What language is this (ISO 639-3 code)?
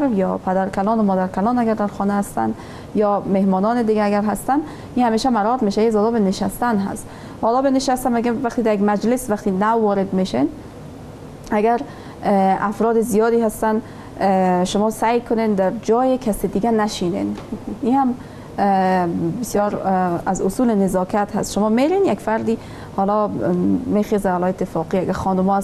fas